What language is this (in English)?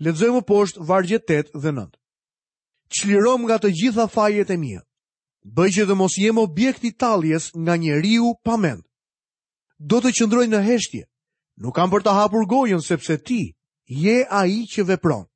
Albanian